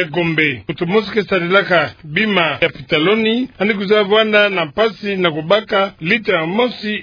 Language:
Kituba (Democratic Republic of Congo)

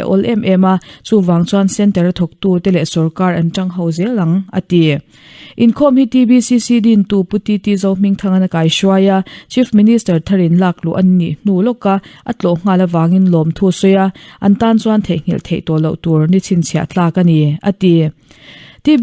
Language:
Mizo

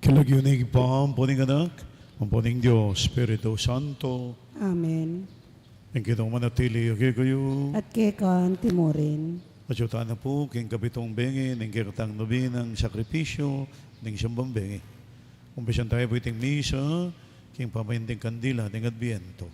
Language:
Pampanga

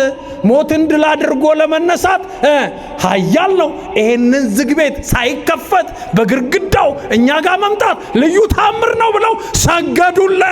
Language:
Amharic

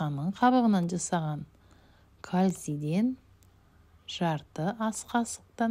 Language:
Kazakh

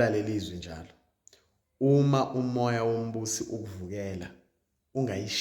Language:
Zulu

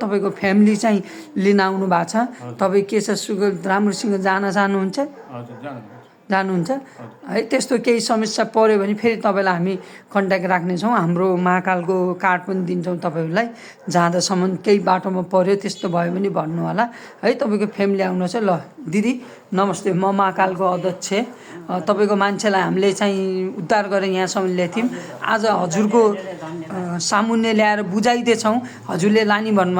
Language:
Nepali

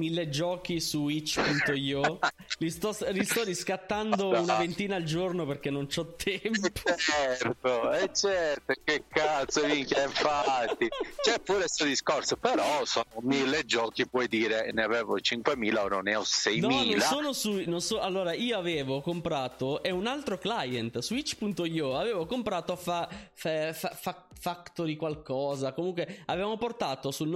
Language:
Italian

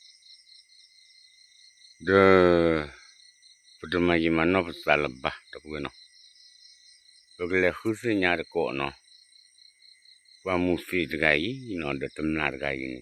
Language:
S'gaw Karen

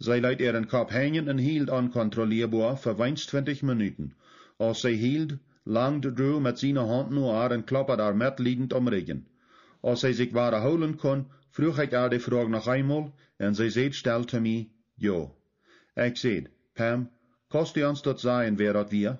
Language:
Plautdietsch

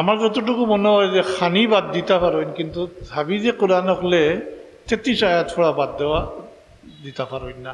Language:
Sylheti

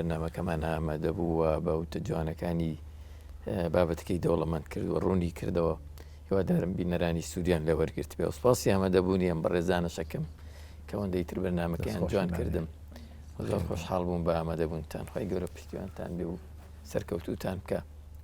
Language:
Central Kurdish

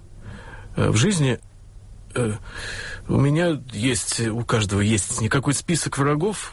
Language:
Russian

